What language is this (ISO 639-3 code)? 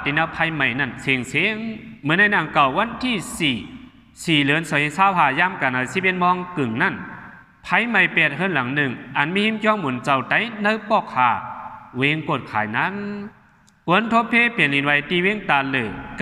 shn